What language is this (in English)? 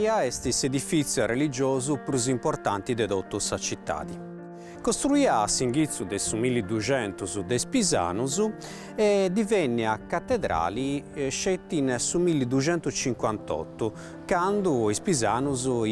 Sardinian